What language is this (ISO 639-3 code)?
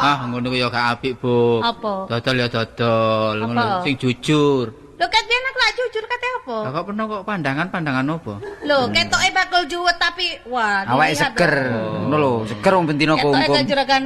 jav